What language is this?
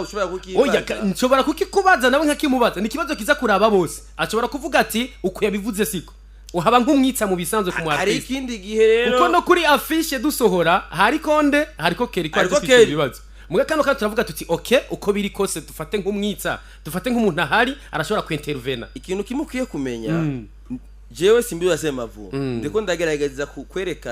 Rundi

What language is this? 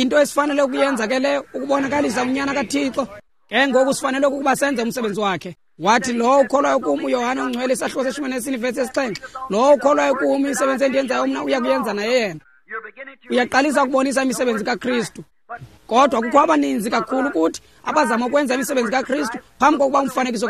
Xhosa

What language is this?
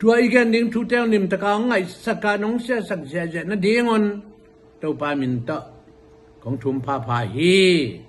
Tedim Chin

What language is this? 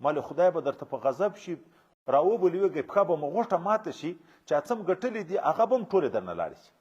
Pashto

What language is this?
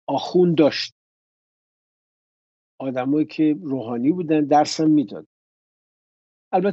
Persian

